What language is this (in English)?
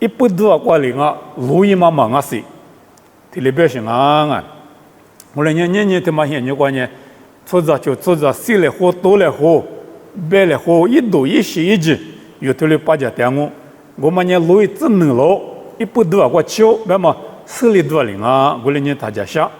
Lisu